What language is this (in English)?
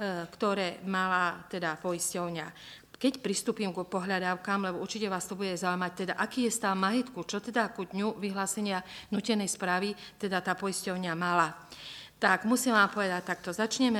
Slovak